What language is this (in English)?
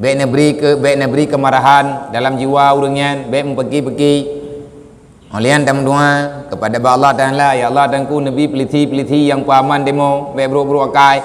Achinese